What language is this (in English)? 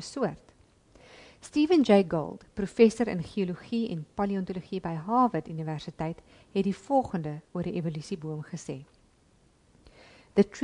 Afrikaans